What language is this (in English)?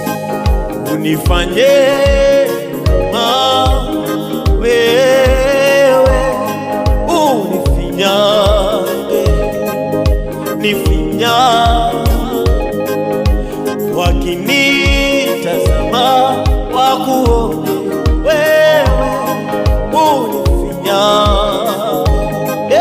Swahili